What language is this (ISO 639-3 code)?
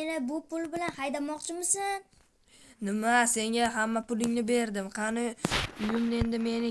uzb